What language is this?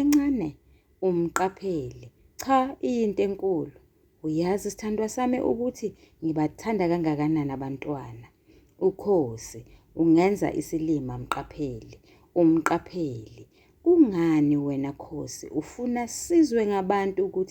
Zulu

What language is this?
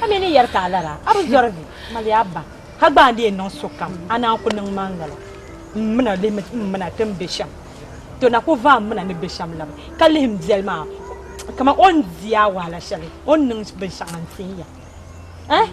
Dagbani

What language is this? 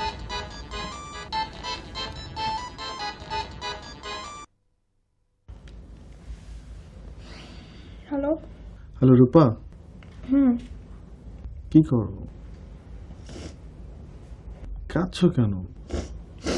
Bangla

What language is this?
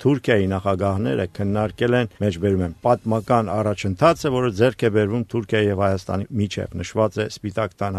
Armenian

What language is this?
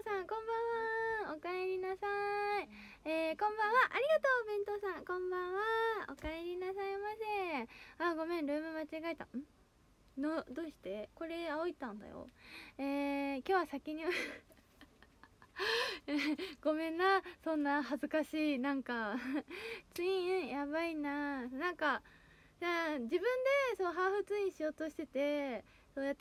Japanese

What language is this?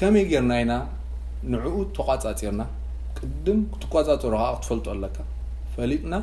Tigrinya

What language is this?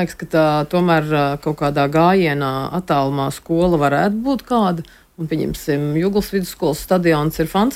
Latvian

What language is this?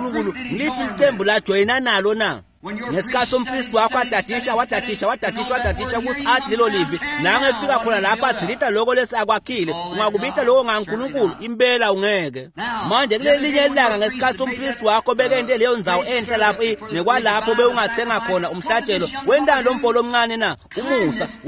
Swati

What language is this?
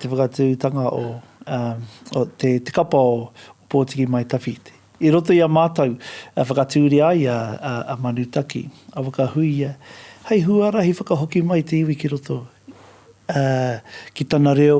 Māori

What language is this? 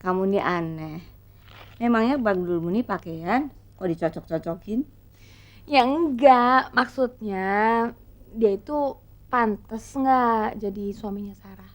Betawi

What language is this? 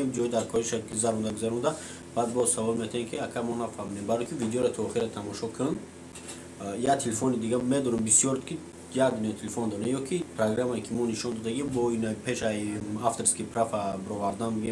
Tajik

